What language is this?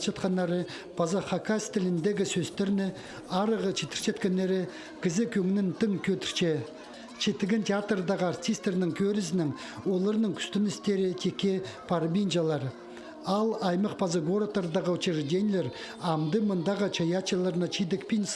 Khakas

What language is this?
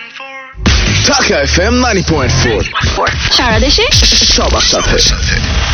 Bangla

